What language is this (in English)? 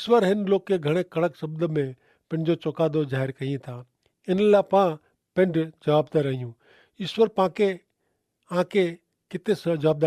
Kachhi